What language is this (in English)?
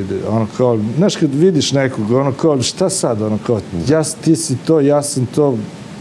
Serbian